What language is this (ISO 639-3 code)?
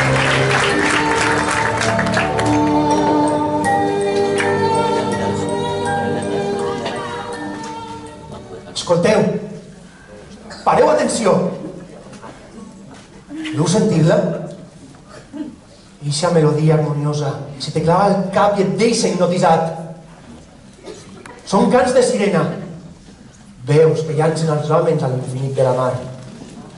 cat